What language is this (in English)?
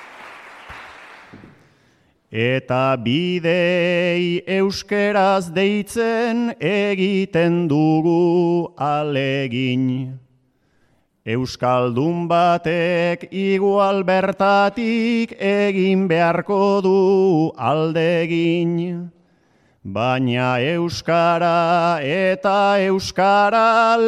Basque